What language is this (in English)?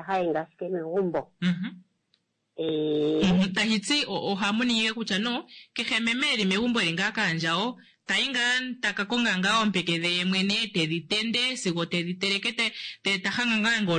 Kuanyama